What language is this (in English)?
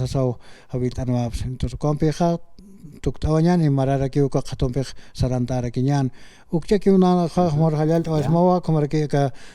Aymara